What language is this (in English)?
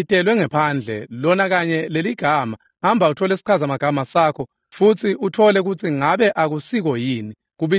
Swati